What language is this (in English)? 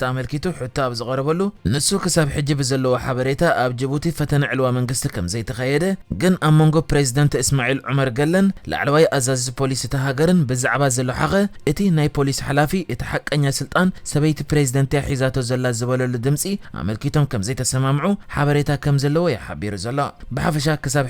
Tigrinya